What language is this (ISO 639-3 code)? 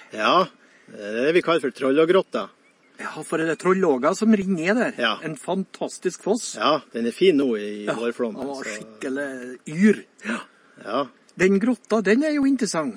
nor